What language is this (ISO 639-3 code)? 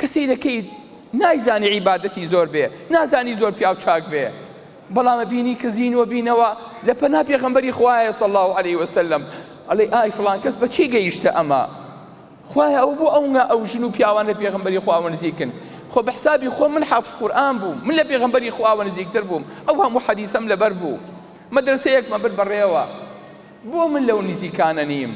ckb